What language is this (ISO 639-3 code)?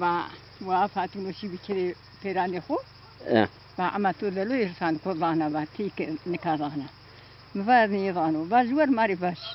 zza